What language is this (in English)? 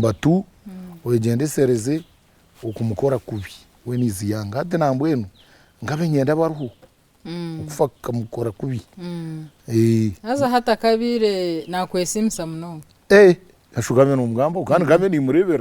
Nyankole